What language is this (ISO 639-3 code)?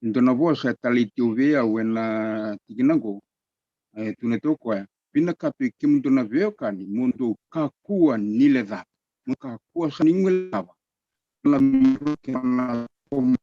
fij